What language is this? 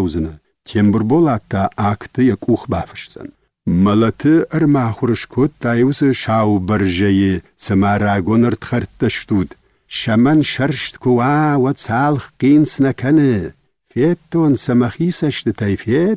Ossetic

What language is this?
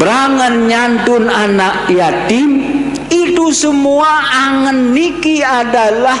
Sasak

